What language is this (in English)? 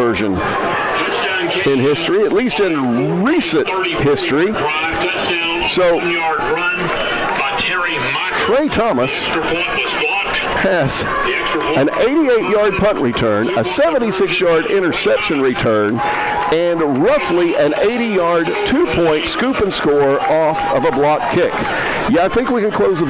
English